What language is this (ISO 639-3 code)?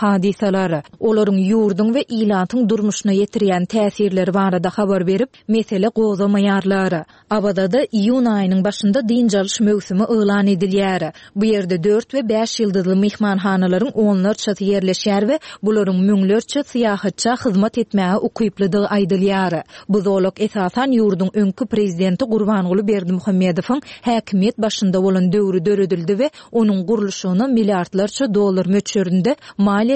tuk